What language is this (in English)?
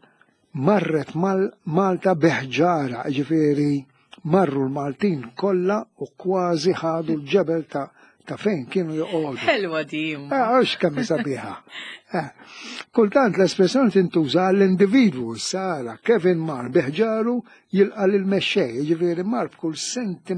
Maltese